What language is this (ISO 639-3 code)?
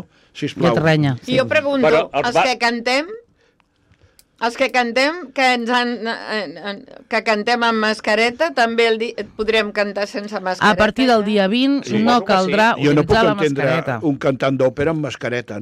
cat